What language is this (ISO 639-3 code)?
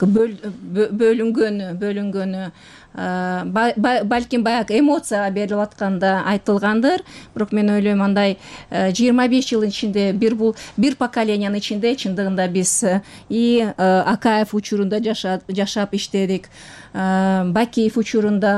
kir